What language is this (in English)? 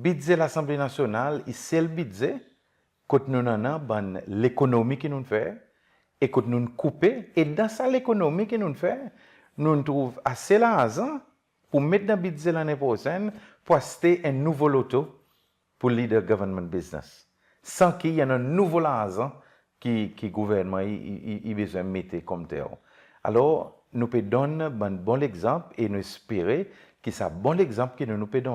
Seselwa Creole French